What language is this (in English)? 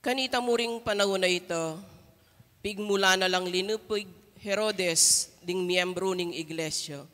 Pampanga